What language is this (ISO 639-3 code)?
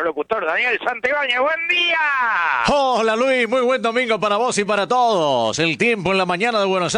spa